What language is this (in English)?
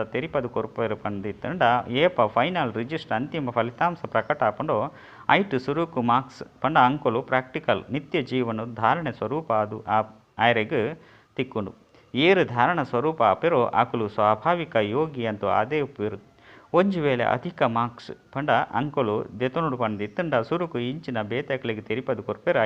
Tulu